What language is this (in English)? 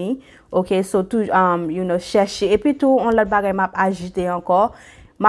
Haitian Creole